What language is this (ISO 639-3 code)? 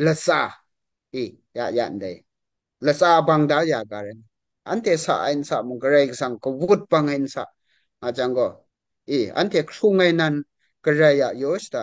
kac